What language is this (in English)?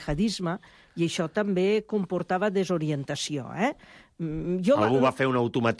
Catalan